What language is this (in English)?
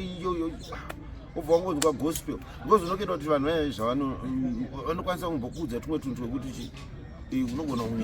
Shona